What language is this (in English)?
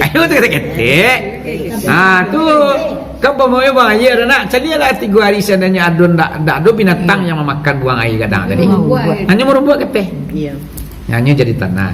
Minangkabau